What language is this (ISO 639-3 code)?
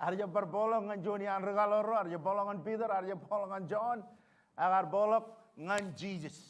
mah